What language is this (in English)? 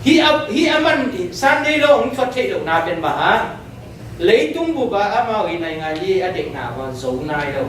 Tedim Chin